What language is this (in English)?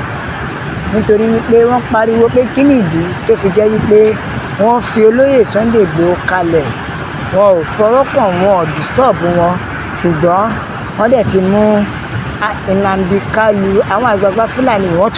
Yoruba